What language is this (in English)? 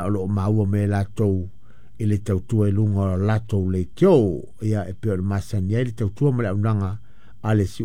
Samoan